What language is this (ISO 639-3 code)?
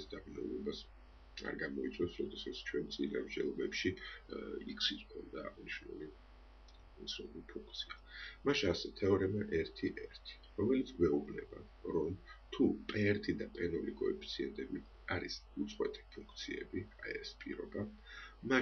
kat